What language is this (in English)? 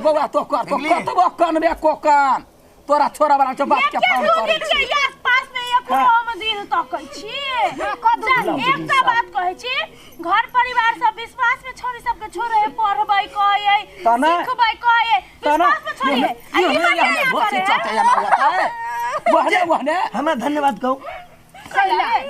Maithili